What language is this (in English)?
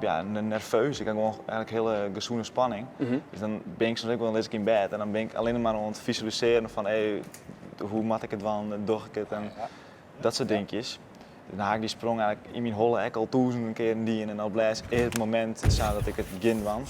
Western Frisian